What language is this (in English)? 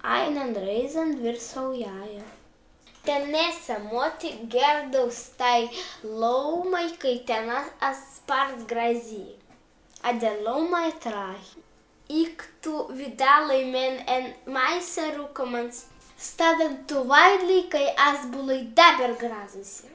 Prussian